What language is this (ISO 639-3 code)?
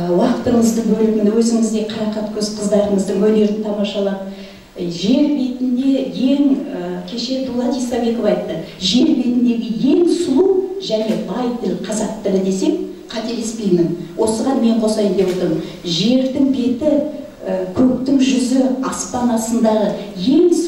kaz